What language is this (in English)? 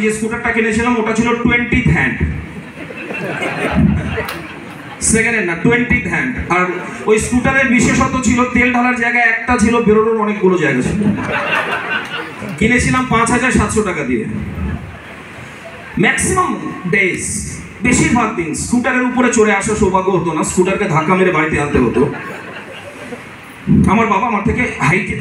Bangla